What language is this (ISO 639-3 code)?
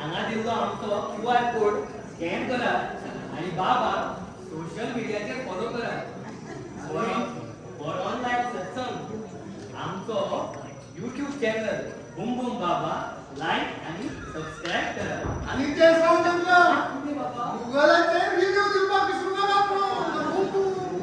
kok